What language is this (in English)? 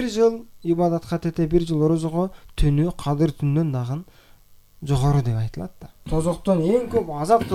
Kyrgyz